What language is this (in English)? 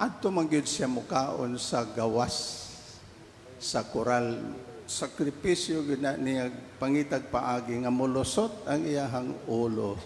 Cebuano